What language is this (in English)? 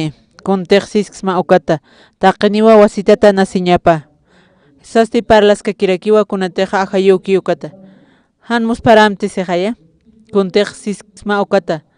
Aymara